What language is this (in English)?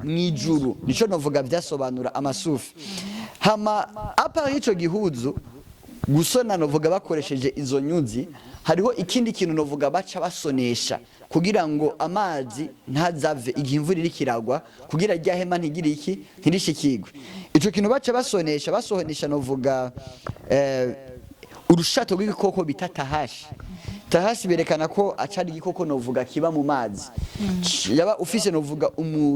Rundi